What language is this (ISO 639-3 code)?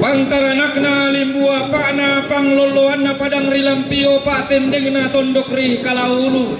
sda